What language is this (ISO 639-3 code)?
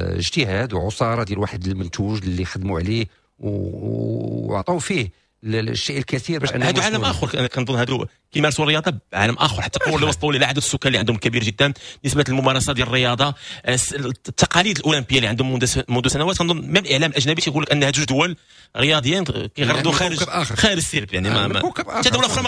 ary